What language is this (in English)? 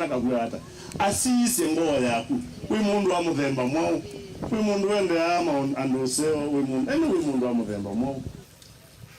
Kamba